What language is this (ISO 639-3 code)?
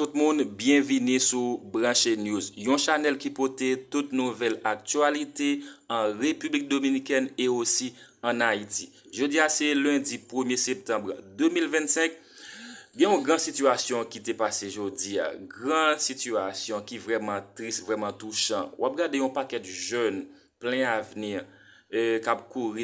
hat